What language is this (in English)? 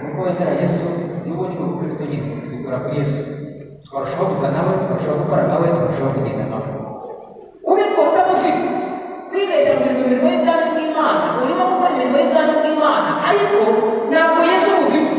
Kinyarwanda